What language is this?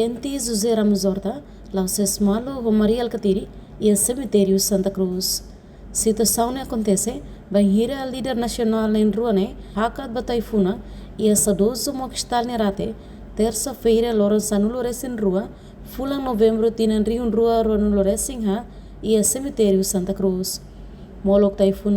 Tetum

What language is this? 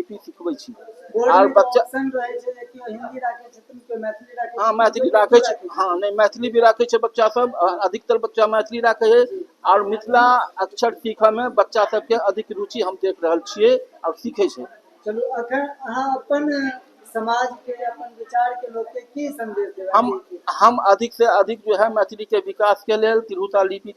Maithili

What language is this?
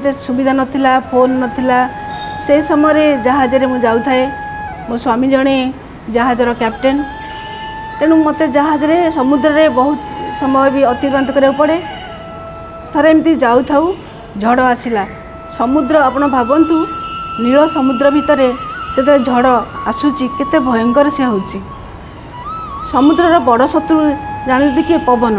Odia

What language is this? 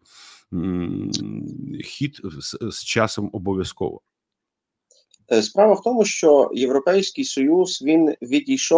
Ukrainian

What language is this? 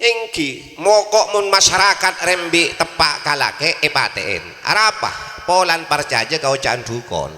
Madurese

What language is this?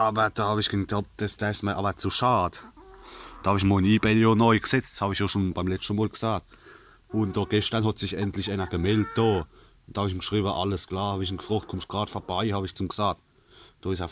Palatine German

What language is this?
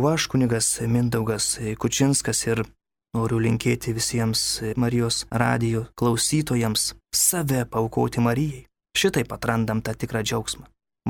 Lithuanian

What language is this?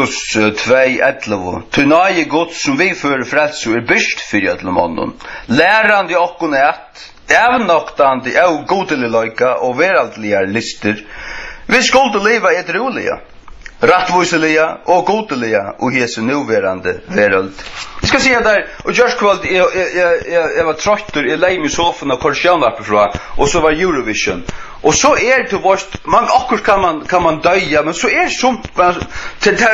Faroese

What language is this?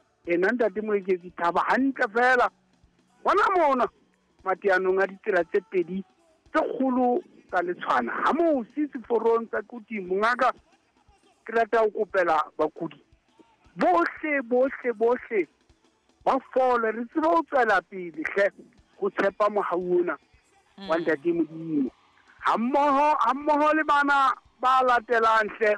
Southern Sotho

